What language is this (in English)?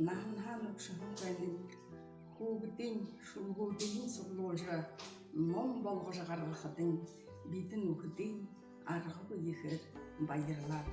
Buriat